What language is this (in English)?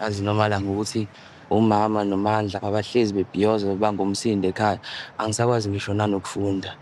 Zulu